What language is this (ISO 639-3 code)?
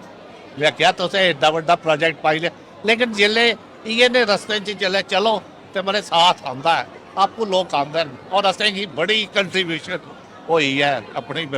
doi